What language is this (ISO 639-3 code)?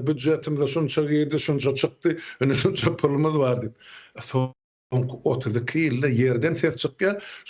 tuk